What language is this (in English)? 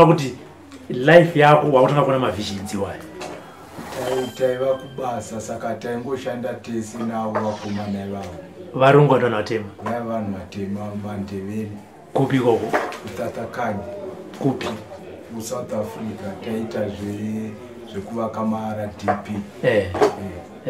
Shona